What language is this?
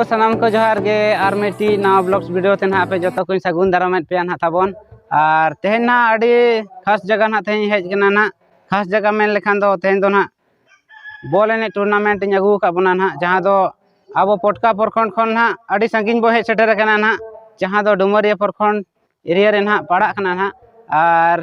Santali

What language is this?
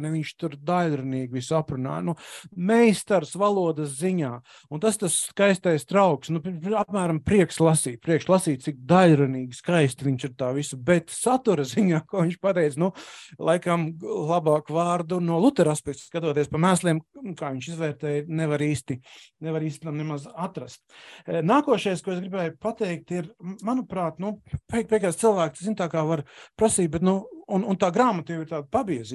Latvian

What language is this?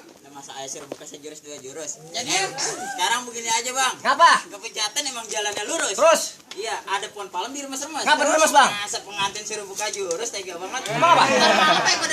Betawi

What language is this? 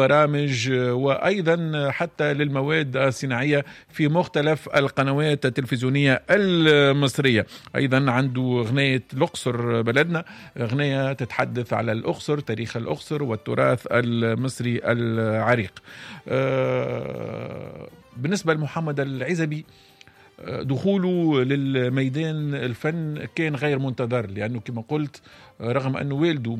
Arabic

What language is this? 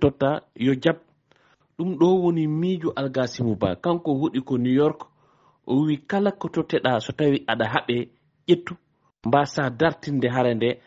Fula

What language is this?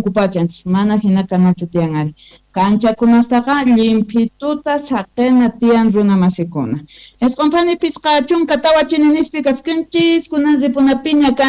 South Bolivian Quechua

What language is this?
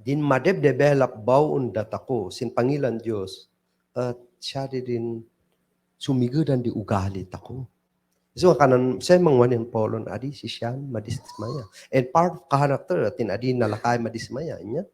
Kankanaey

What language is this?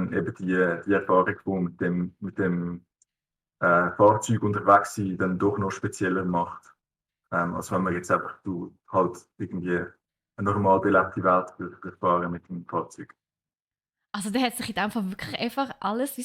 Swiss German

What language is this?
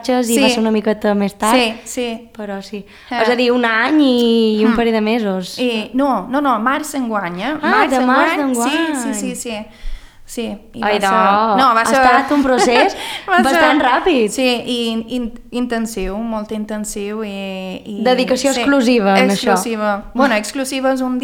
Catalan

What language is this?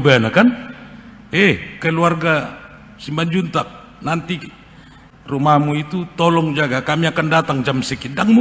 Batak Toba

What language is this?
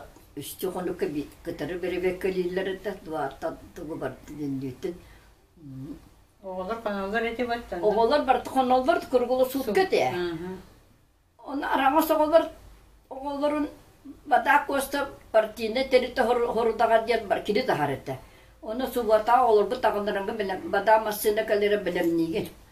Yakut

